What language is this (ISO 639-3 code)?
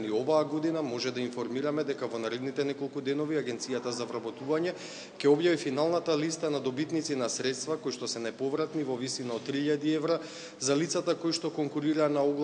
mkd